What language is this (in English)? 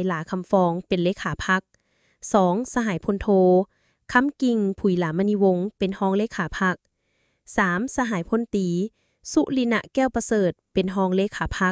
Lao